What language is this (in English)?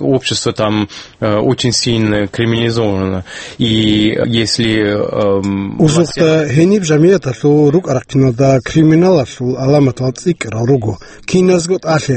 Avaric